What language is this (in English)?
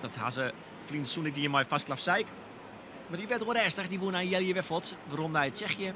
Western Frisian